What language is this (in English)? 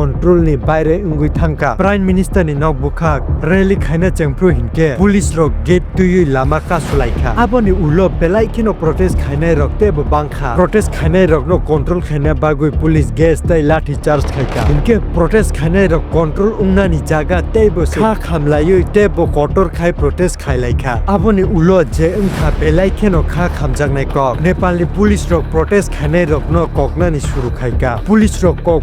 Kok Borok